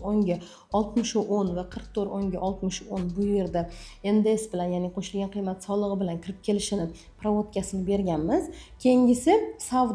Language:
Uzbek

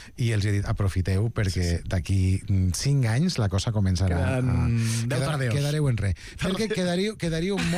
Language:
Catalan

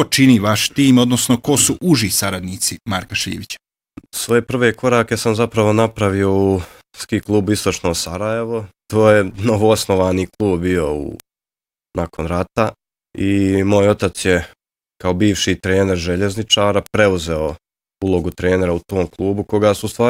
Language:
Bosnian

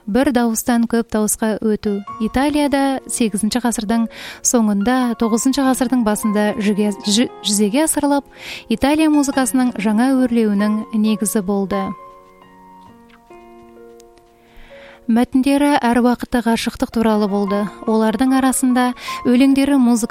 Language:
Kazakh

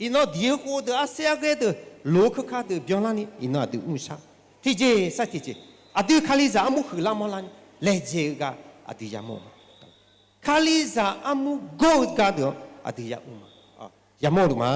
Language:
Akha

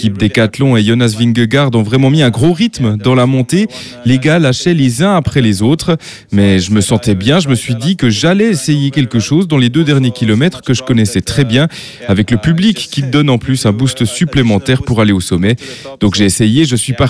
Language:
French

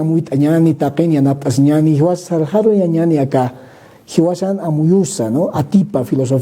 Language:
Aymara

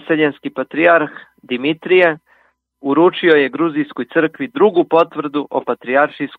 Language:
Serbian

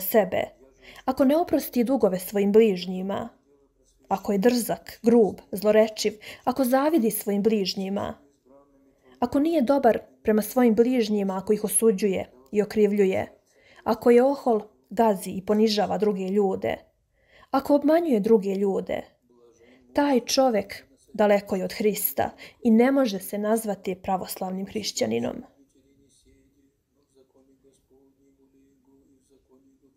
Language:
Serbian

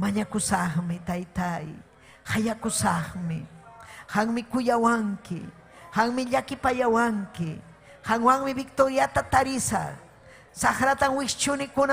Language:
Ayacucho Quechua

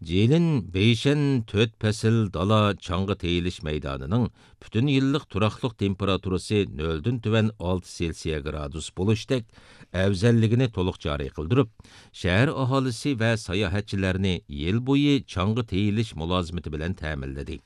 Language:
Uyghur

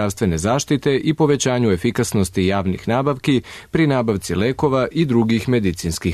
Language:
Serbian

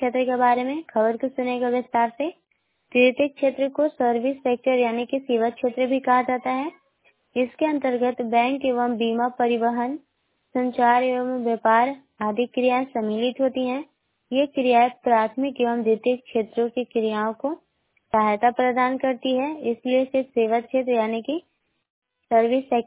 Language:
Hindi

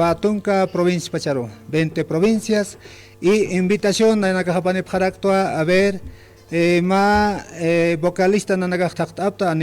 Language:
Aymara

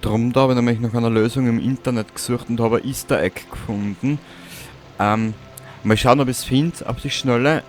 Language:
Bavarian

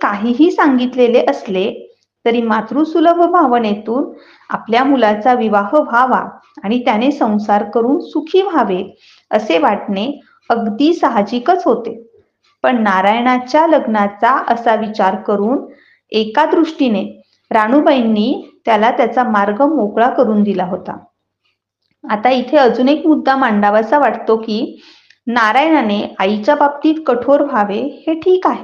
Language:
Marathi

